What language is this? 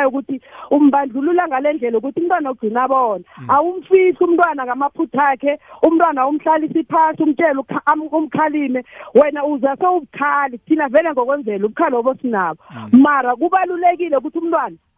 South Ndebele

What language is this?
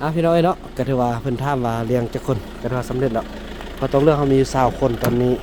Northeastern Thai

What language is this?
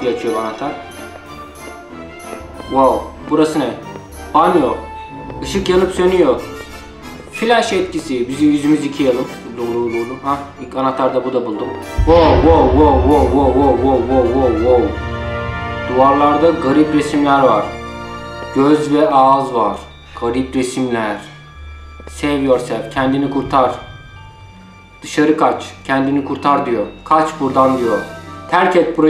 Turkish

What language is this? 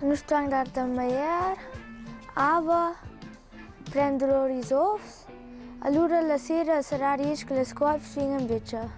Romansh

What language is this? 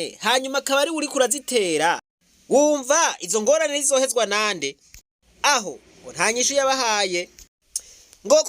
Rundi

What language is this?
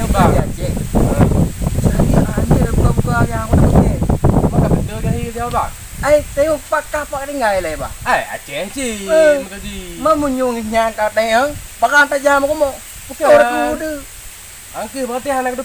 Achinese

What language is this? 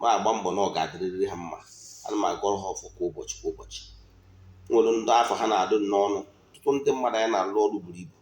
Igbo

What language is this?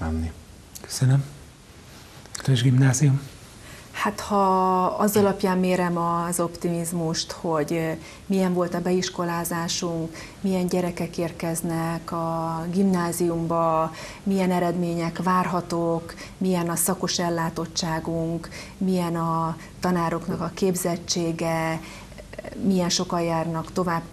Hungarian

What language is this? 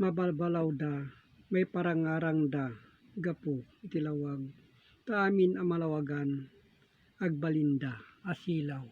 Iloko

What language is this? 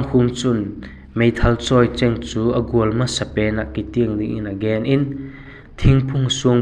Vaiphei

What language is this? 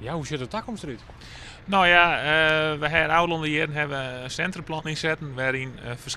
Western Frisian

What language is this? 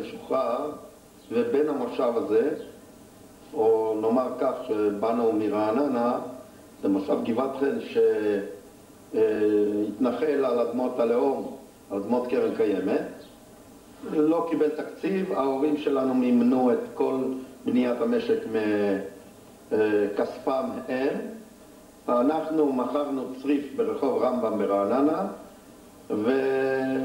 Hebrew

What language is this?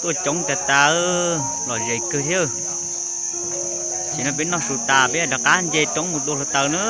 Hmong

